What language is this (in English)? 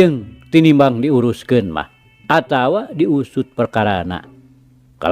Sundanese